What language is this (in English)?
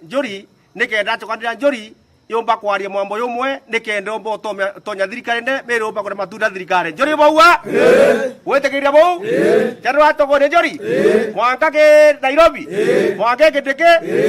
Meru